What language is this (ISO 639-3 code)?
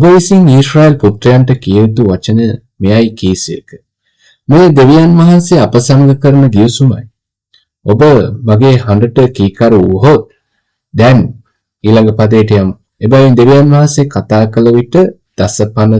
sin